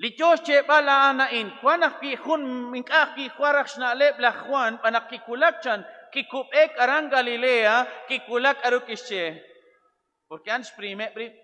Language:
Kekchí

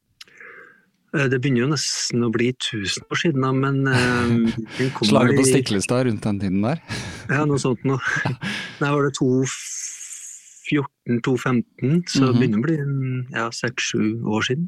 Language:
Norwegian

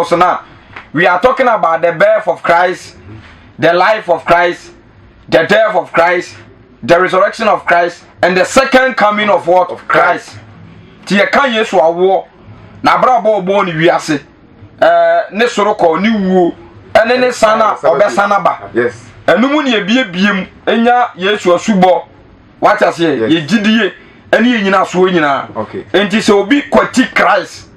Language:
Akan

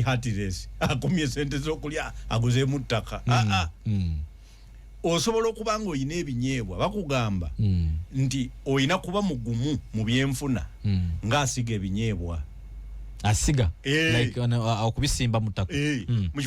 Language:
Ganda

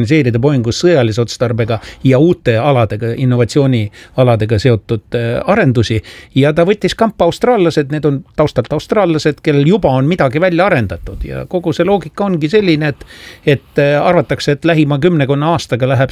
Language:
Estonian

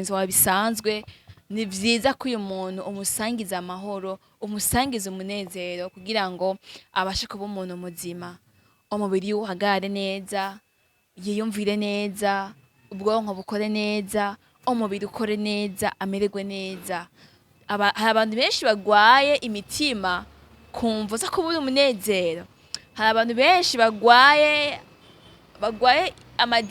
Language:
Rundi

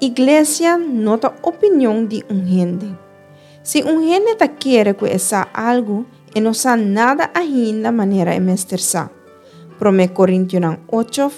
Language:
Papiamento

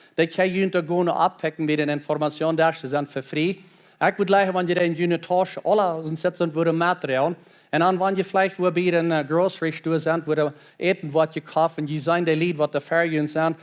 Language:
Plautdietsch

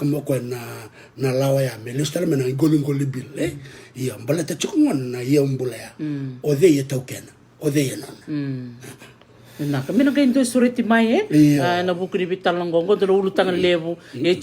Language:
Fijian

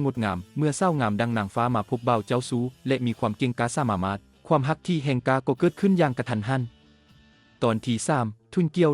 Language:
Lao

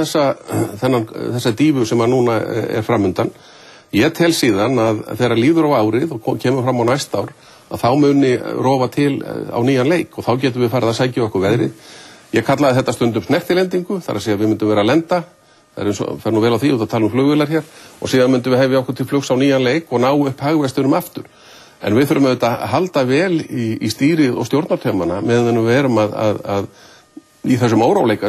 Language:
Icelandic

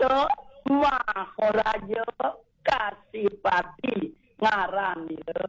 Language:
Balinese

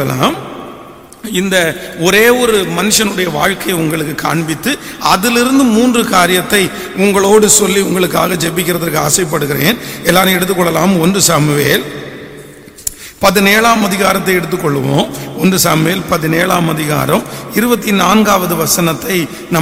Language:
Tamil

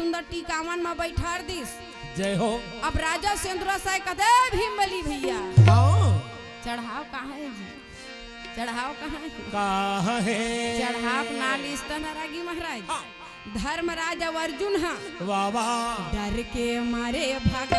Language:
Chhattisgarhi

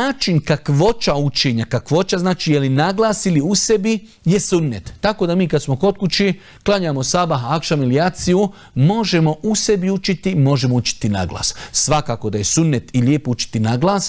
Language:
Bosnian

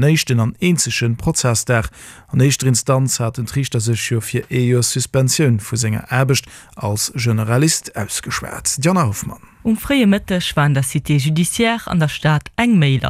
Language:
Luxembourgish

